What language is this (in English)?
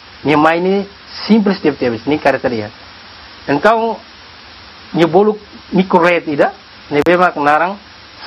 Tetum